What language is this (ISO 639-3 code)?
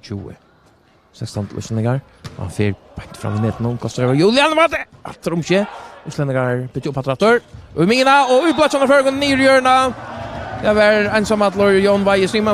fao